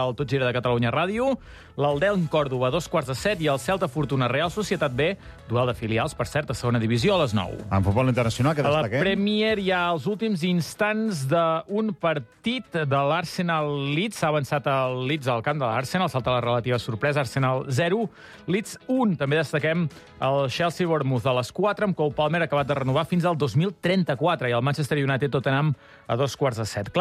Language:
Catalan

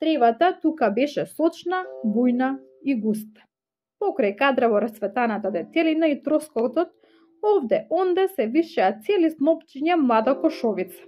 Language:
Macedonian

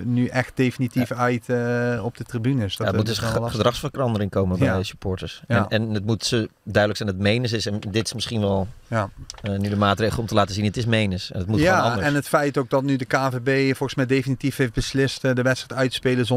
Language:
Dutch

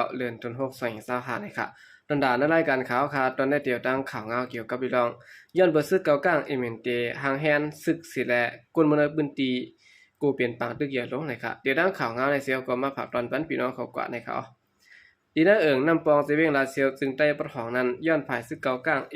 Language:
Shan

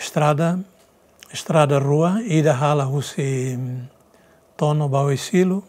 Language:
Tetum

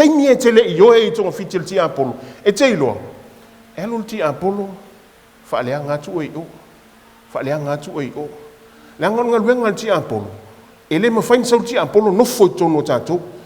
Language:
Samoan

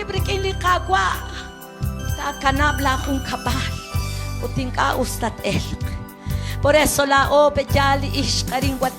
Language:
Kekchí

